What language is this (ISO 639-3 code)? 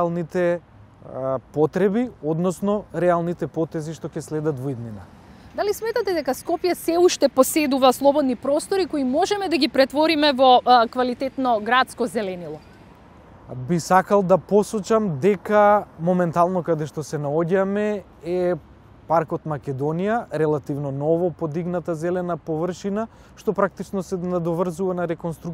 mkd